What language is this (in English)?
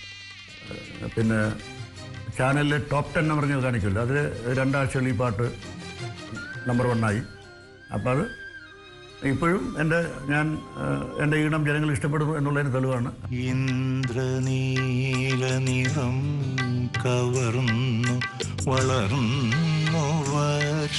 Malayalam